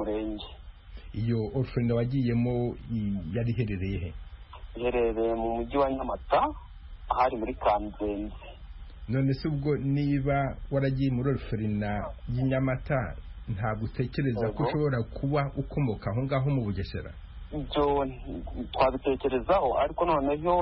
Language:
Kinyarwanda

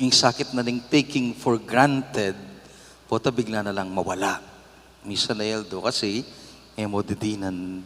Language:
Pampanga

